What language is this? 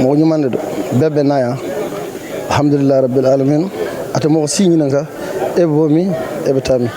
Bambara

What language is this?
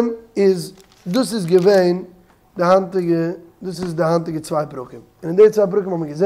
Yiddish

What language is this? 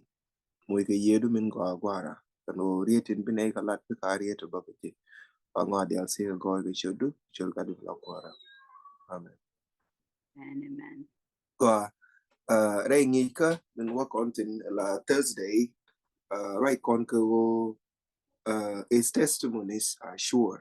Nuer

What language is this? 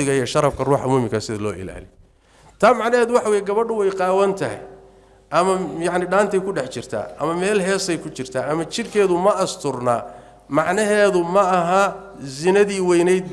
Somali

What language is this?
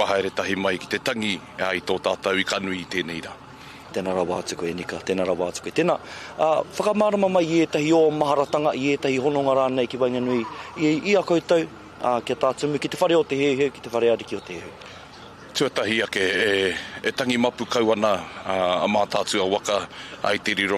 Māori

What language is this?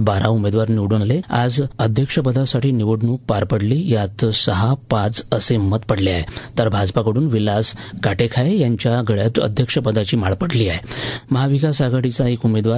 Marathi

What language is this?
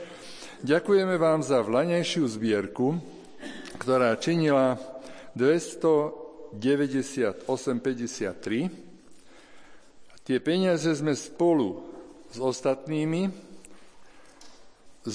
Slovak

